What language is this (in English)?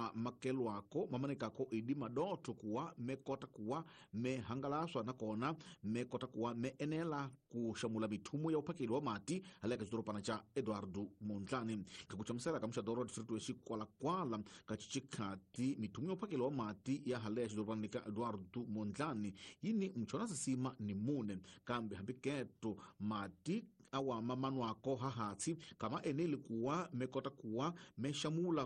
Tsonga